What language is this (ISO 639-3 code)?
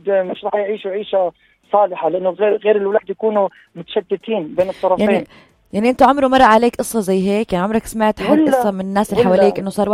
apc